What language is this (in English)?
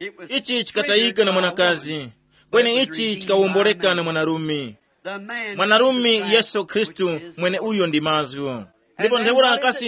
Tumbuka